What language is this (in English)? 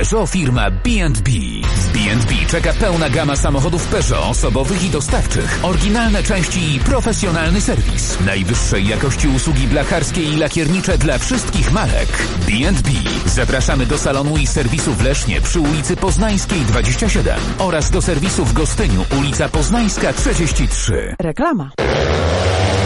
Polish